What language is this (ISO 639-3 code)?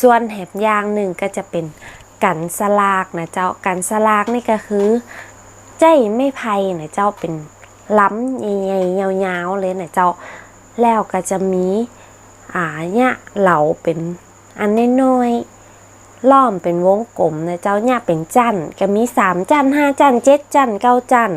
nod